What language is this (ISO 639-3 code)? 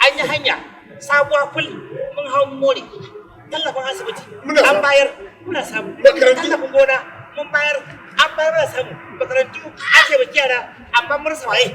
hau